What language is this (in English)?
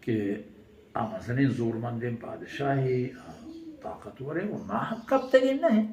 Baluchi